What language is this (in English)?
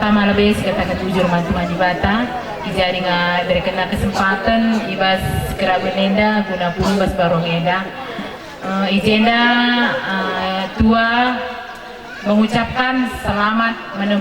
Batak Karo